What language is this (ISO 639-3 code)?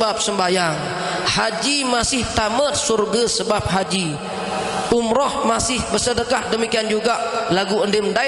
sas